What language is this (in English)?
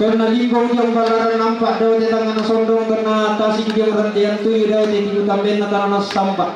Toraja-Sa'dan